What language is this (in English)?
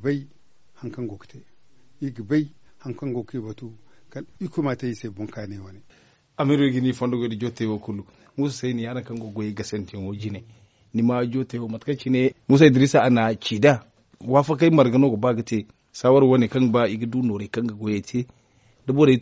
Zarma